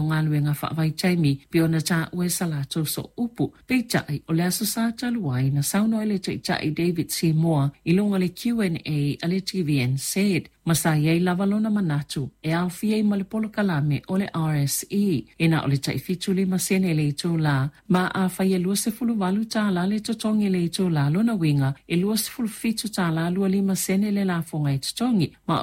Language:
Samoan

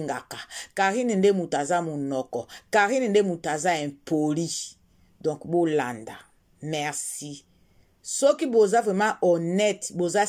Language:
Lingala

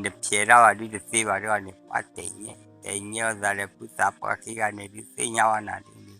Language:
S'gaw Karen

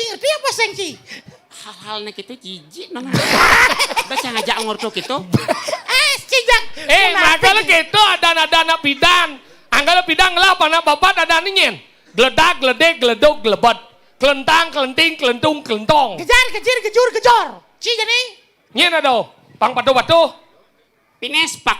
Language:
Balinese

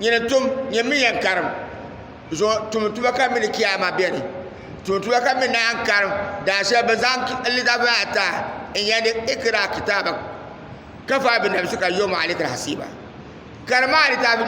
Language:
Dagbani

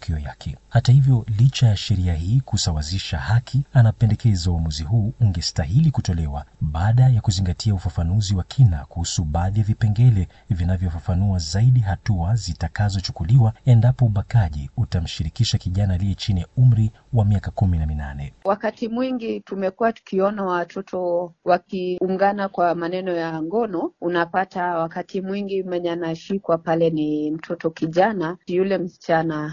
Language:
Swahili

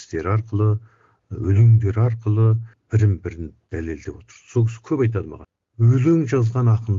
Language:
Kazakh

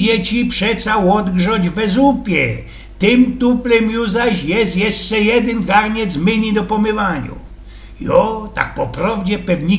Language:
Silesian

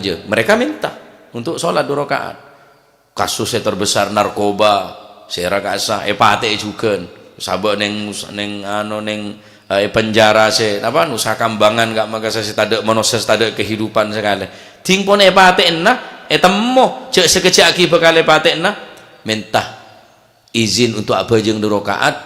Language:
Madurese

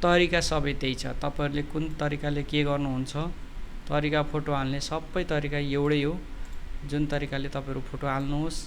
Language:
Nepali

